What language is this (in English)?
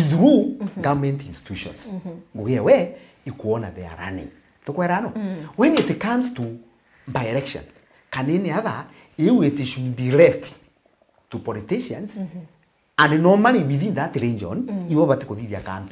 Meru